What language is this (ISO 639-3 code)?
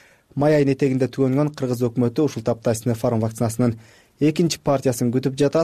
kir